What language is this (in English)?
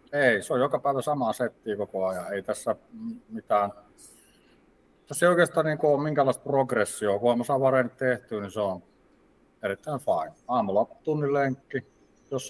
Finnish